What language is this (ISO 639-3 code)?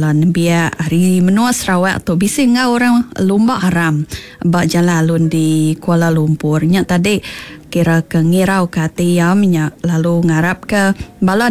iba